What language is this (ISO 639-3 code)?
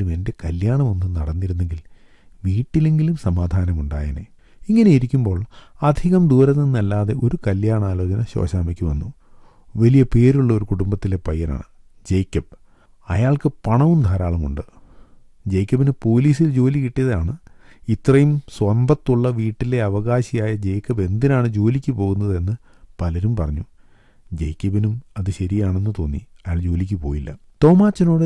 mal